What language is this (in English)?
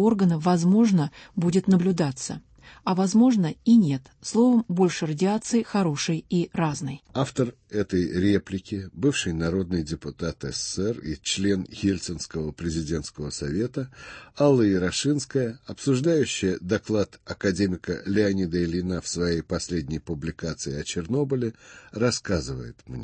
Russian